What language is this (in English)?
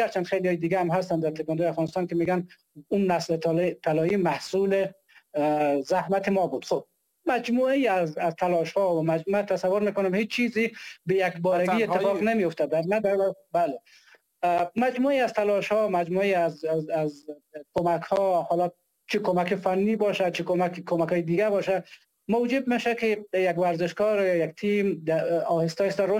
Persian